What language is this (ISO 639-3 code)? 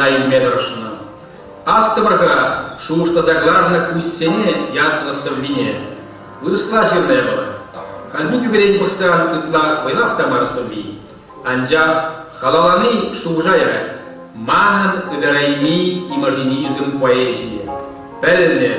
chv